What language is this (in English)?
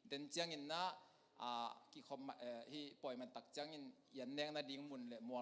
Tedim Chin